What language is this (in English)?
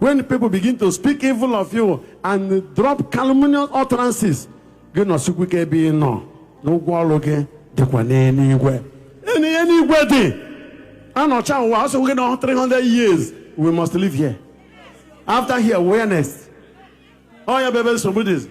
Igbo